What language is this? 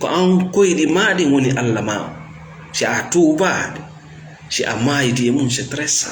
Fula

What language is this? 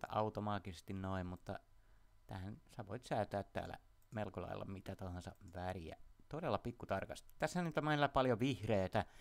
Finnish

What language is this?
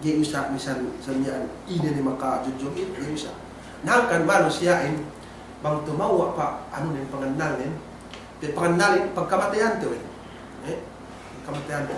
Yakan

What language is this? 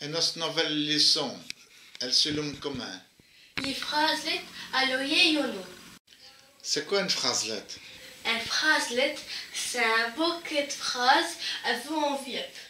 Walloon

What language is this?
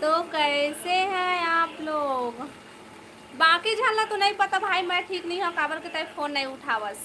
Chhattisgarhi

